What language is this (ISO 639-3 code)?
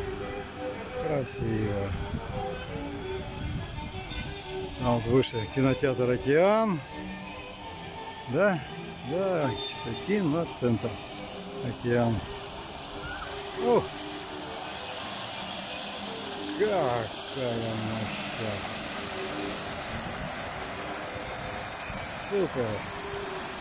rus